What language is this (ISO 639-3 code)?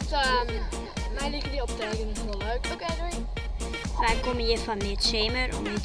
fry